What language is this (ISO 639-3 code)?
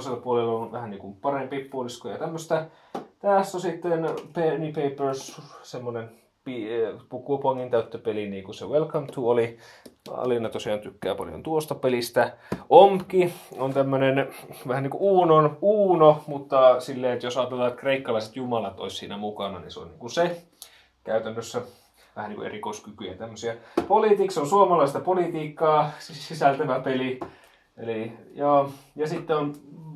fin